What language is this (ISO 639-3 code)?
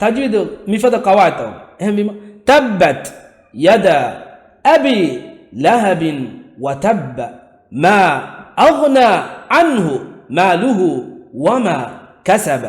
div